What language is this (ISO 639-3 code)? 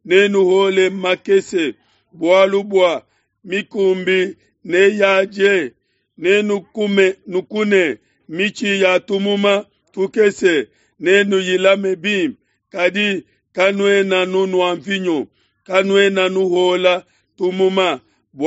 lua